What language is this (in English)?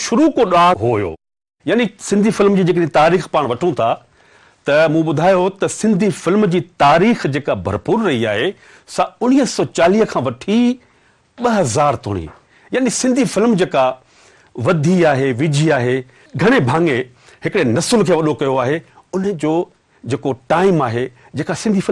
Sindhi